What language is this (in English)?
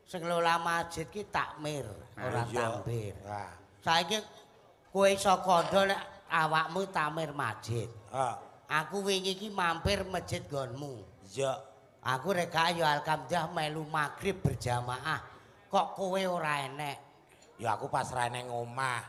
Javanese